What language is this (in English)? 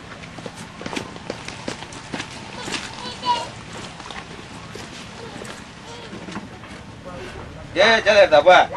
S'gaw Karen